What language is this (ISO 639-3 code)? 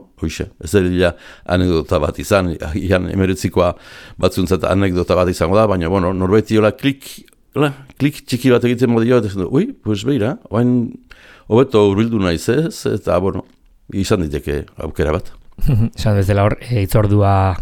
eus